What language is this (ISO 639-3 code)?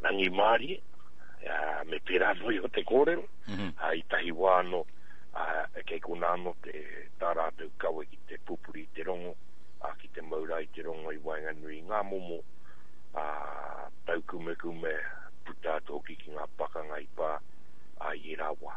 mri